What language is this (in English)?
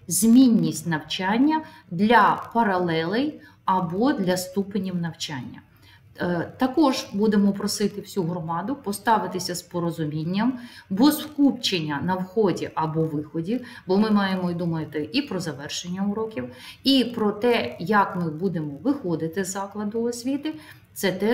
Ukrainian